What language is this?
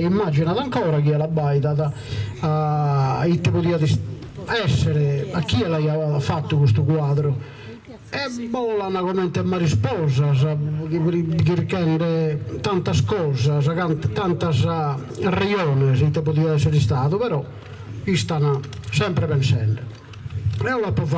Sardinian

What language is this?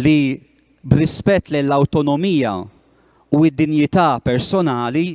Maltese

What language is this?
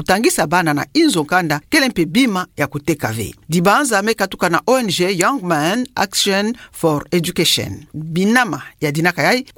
Kituba (Democratic Republic of Congo)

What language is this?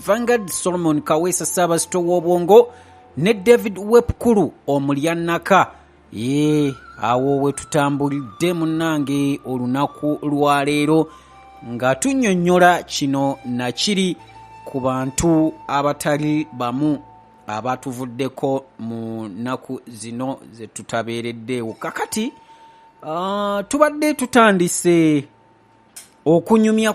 Ganda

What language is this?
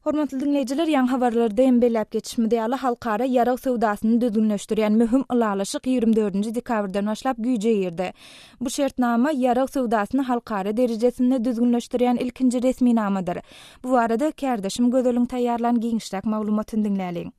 Turkmen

